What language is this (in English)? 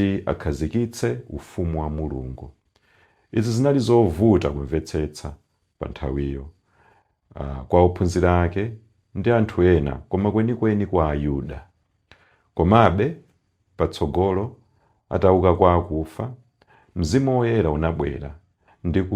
Nyanja